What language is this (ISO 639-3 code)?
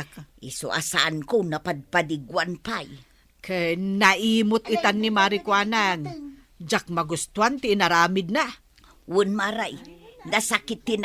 ilo